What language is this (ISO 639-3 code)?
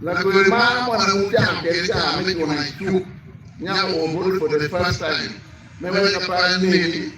ach